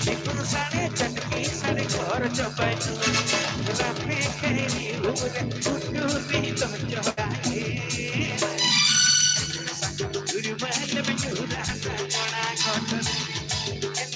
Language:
Santali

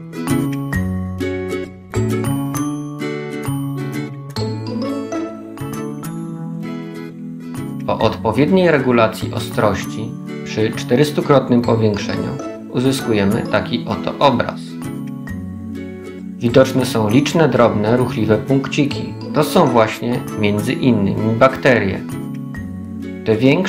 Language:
Polish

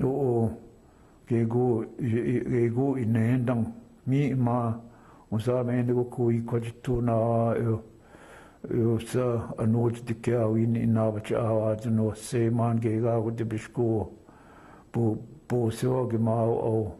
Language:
Chippewa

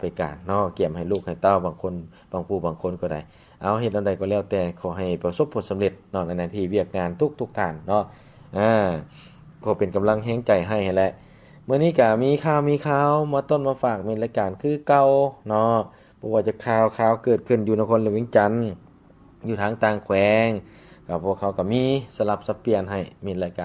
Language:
Lao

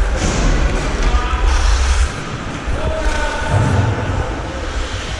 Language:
Slovak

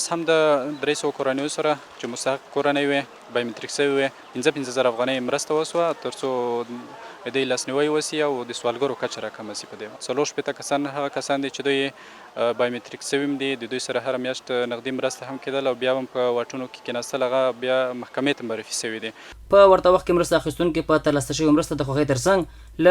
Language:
Pashto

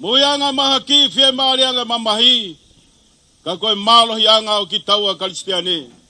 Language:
Tongan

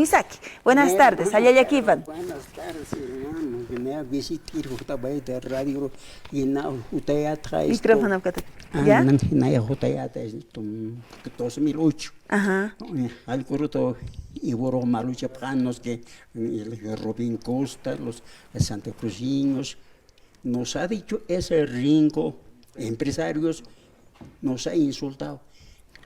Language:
Aymara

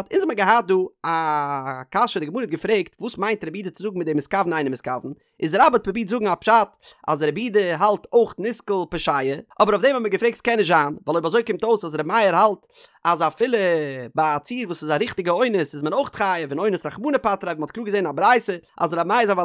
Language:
Yiddish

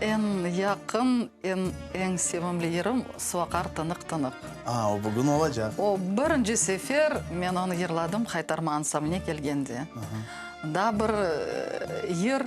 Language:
Crimean Tatar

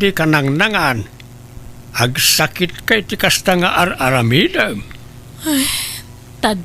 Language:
Iloko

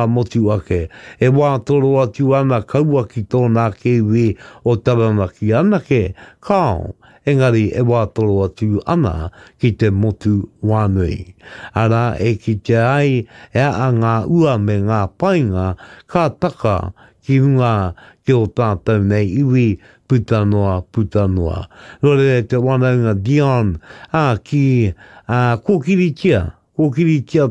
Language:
Māori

